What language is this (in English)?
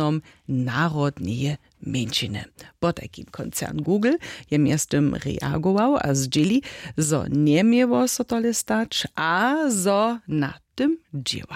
Upper Sorbian